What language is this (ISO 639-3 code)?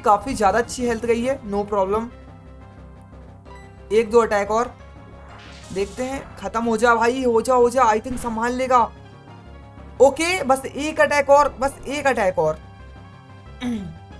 hin